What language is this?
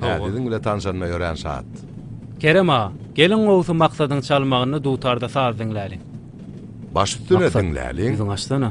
Turkmen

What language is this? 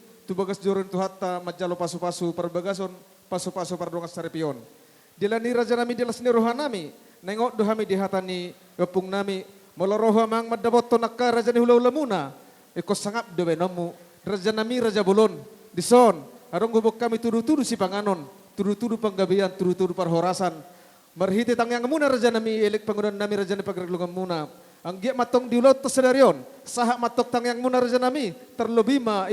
Batak Toba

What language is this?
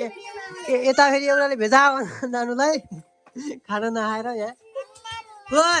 Nepali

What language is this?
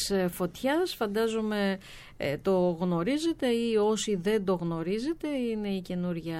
Greek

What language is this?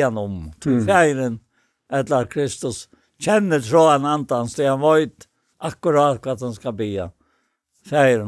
Faroese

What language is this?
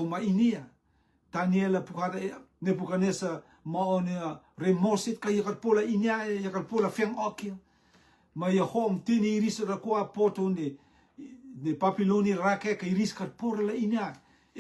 Rotuman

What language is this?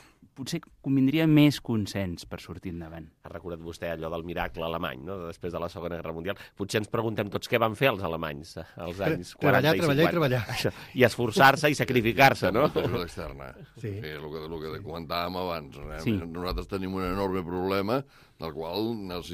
Catalan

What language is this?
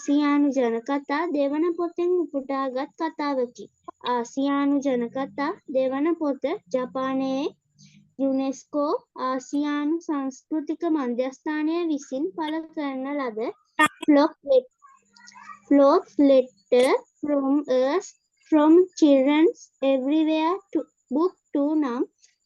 Sinhala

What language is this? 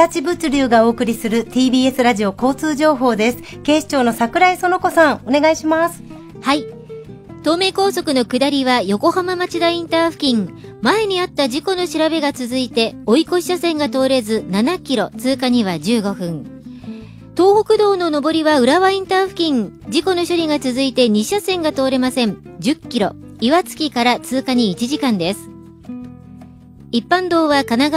Japanese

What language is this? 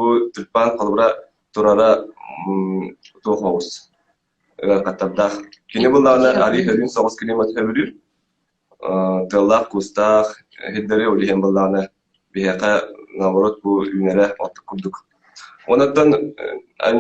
Yakut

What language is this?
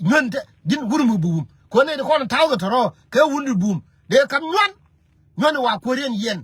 Nuer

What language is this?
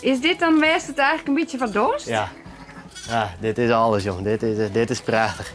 Western Frisian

